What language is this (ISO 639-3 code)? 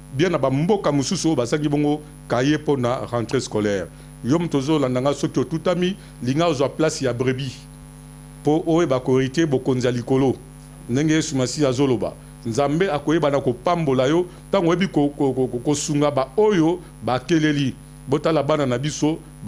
lin